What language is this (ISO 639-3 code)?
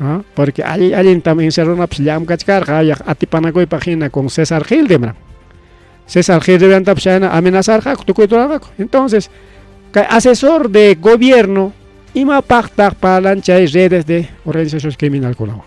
quy